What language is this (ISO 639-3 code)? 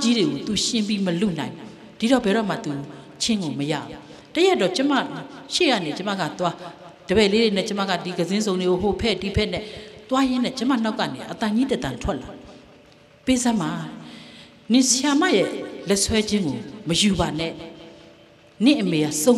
mya